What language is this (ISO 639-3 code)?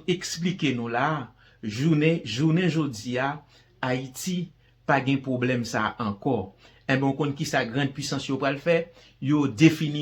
hat